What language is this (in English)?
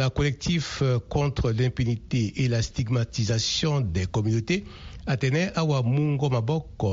Sango